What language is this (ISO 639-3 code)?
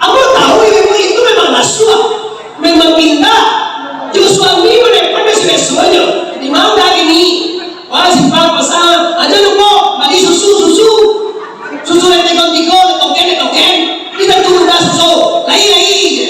min